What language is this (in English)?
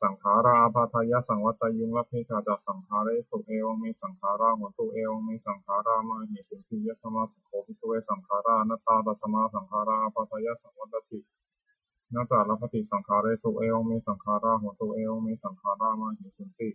Pali